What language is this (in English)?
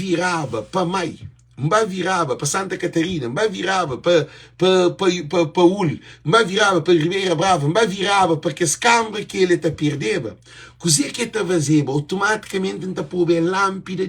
Kabuverdianu